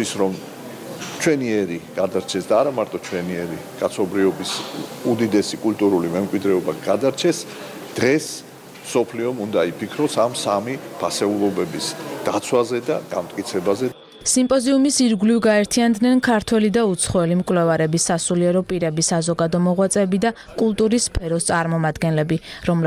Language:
Georgian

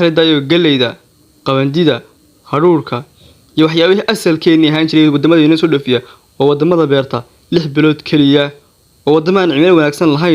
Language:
Somali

